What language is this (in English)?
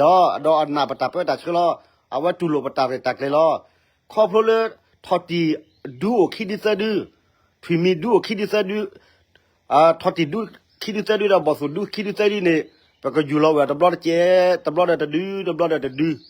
S'gaw Karen